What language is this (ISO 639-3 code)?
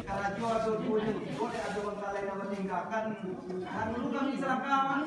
min